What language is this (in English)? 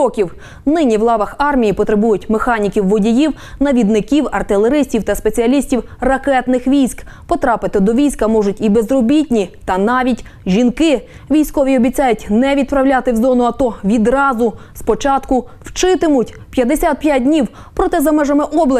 Ukrainian